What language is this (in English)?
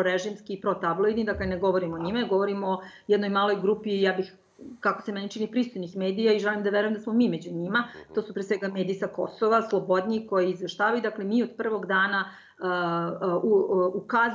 Serbian